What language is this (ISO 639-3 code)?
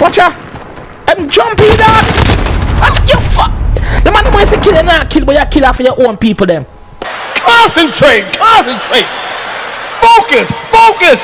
jam